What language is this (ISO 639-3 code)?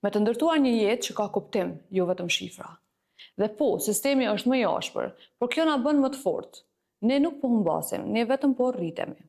sqi